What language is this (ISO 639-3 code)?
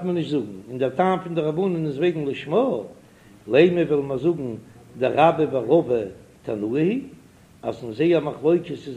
yid